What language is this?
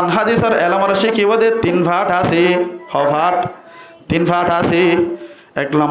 Rohingya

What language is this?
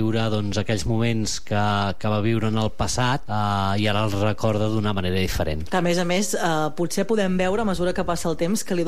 Catalan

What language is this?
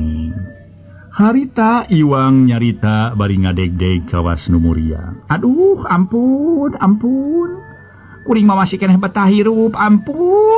Sundanese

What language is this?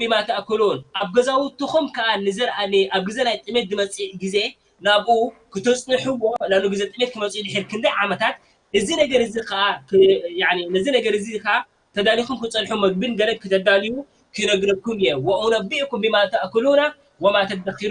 Tigrinya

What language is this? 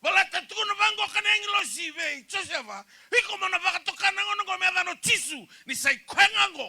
Fijian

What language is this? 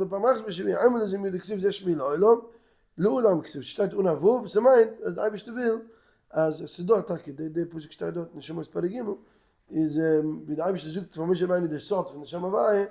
Yiddish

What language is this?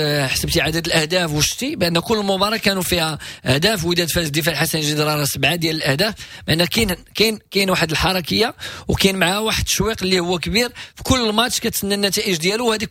Moroccan Arabic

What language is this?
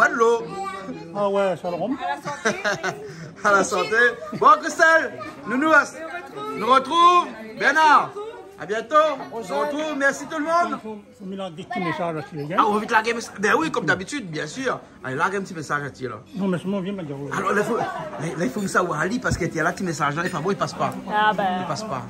Réunion Creole French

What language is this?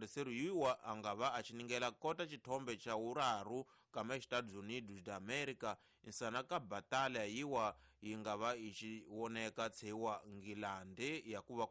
Tsonga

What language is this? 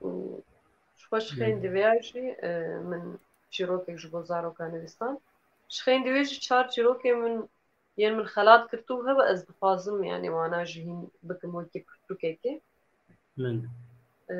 Kurdish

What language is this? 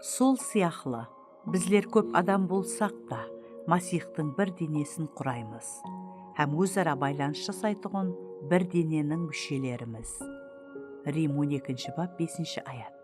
Kara-Kalpak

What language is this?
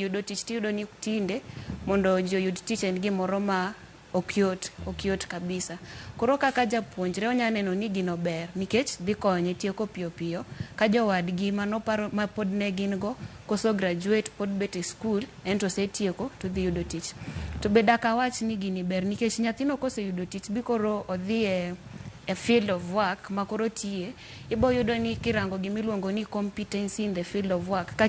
Luo (Kenya and Tanzania)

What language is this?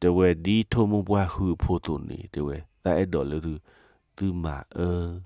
S'gaw Karen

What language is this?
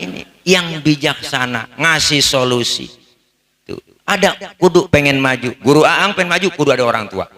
Betawi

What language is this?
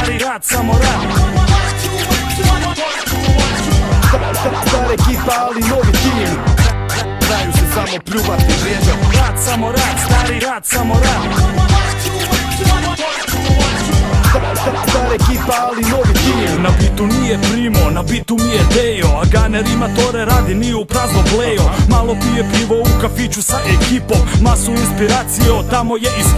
Croatian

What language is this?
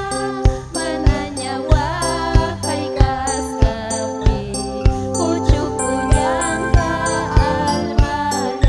Ayacucho Quechua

